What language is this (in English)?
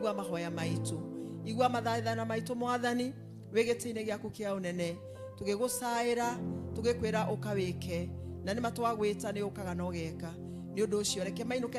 Kikuyu